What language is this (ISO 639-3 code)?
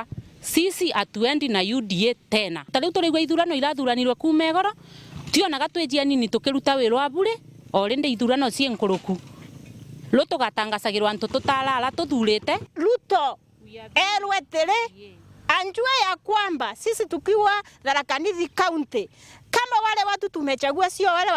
mer